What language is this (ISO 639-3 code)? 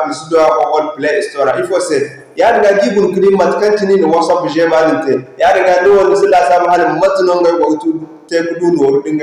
dje